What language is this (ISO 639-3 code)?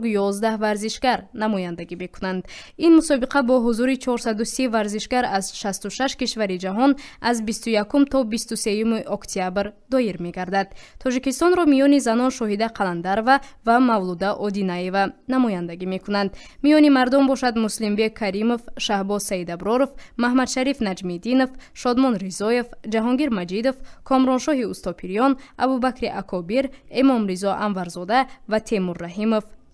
tgk